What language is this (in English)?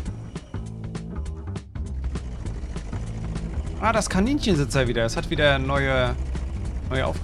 German